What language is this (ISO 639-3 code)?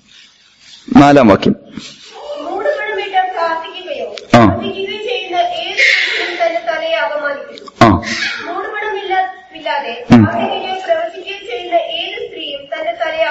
mal